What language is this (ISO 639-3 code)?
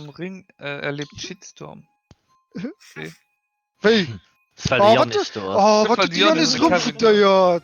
ltz